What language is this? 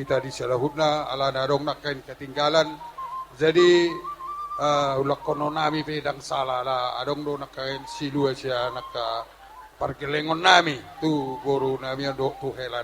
Batak Toba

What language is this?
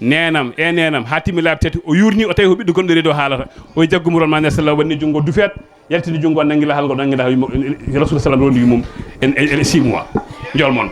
Fula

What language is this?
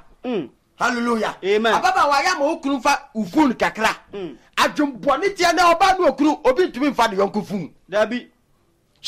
Akan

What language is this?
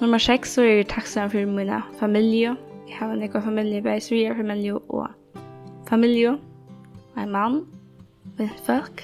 Faroese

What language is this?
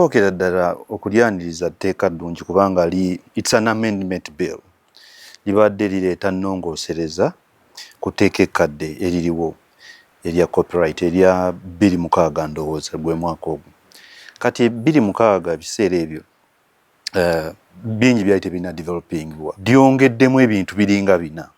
Ganda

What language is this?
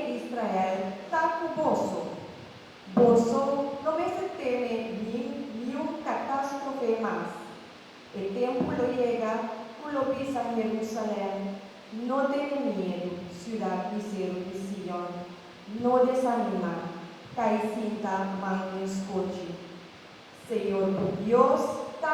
Papiamento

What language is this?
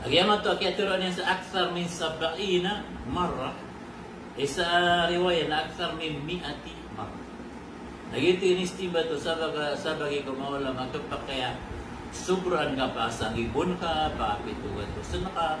Maranao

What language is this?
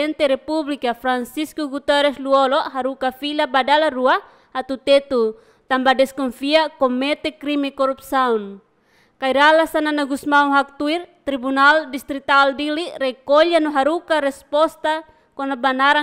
Tetum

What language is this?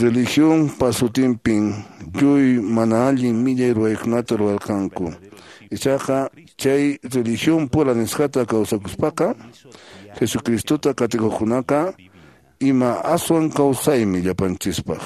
Quechua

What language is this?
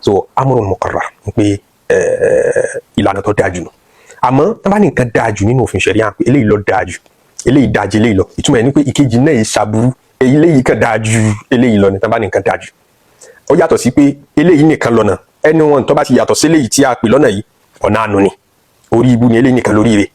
Yoruba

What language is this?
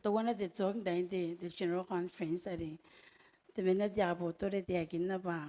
Gilbertese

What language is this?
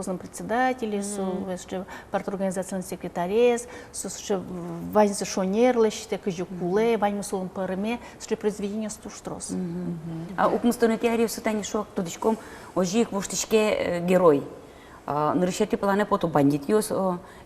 Udmurt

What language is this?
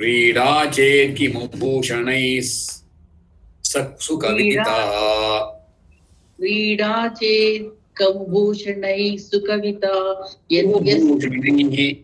Sanskrit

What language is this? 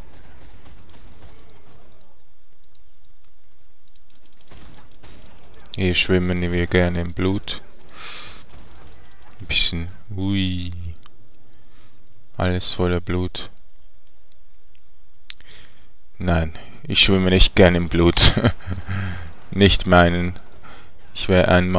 German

